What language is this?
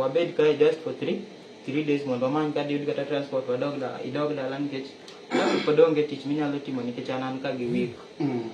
Luo (Kenya and Tanzania)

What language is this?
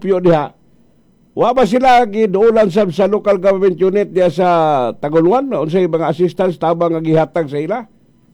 Cebuano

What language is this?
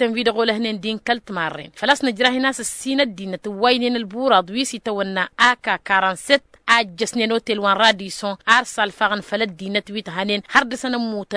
Tamasheq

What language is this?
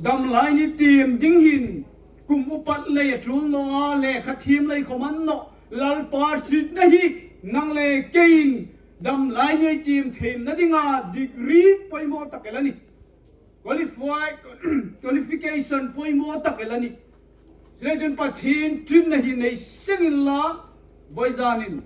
Hmar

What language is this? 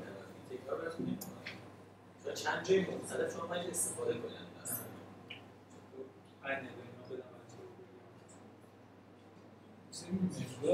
Persian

